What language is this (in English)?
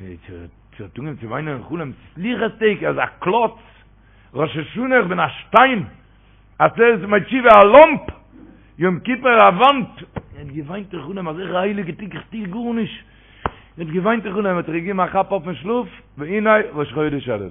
Yiddish